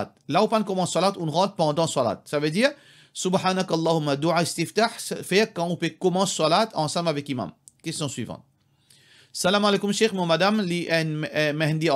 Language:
Morisyen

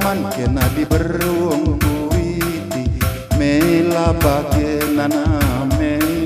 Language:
Batak Karo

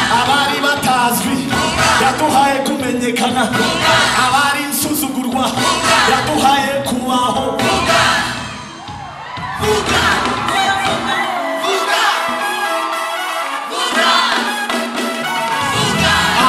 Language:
Kinyarwanda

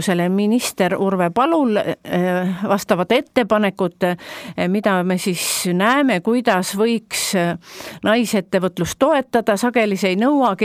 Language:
Estonian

